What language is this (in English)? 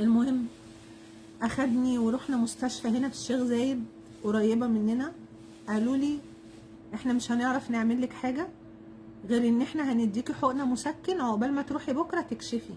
Egyptian Arabic